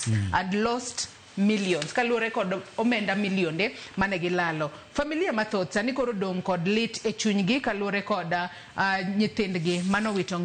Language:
Luo (Kenya and Tanzania)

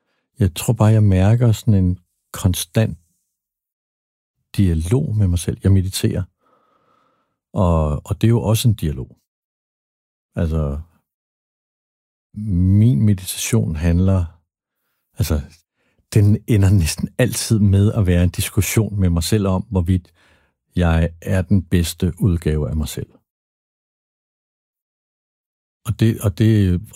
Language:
Danish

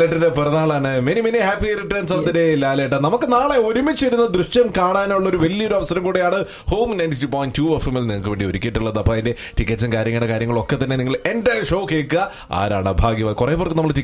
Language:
Malayalam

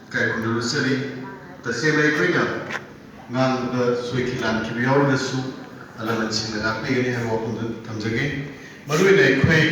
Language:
Manipuri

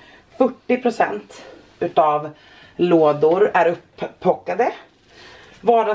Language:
Swedish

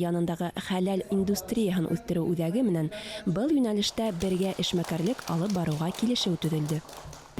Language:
Bashkir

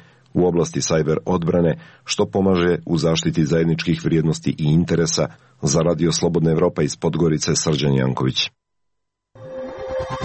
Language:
Serbian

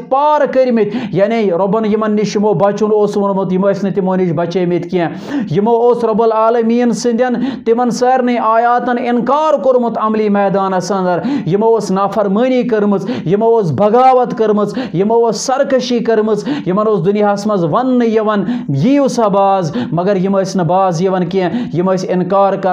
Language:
Kashmiri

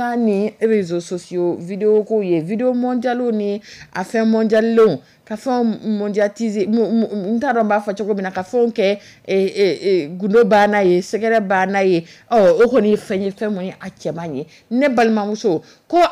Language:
Dyula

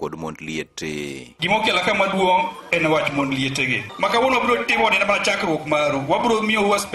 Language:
Luo (Kenya and Tanzania)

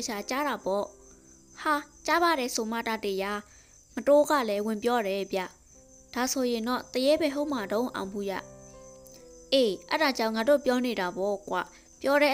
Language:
Burmese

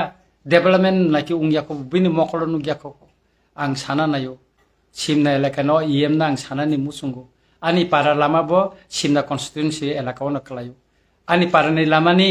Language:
Kok Borok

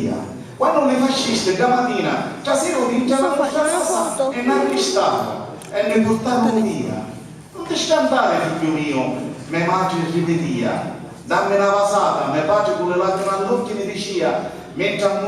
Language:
Sicilian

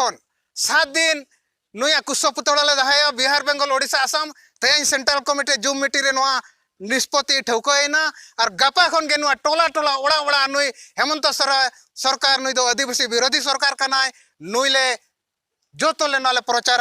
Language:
Santali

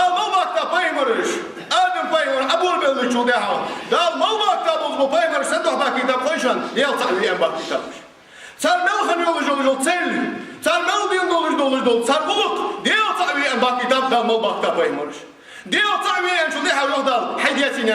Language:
Ingush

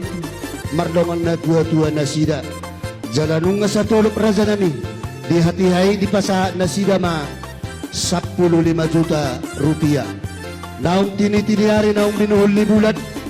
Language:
Batak Toba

